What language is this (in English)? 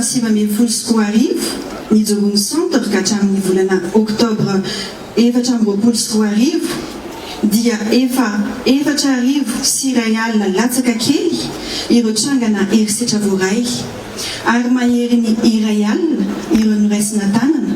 Malagasy